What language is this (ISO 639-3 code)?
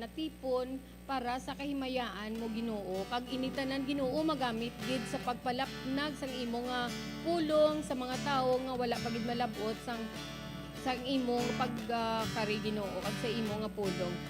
hil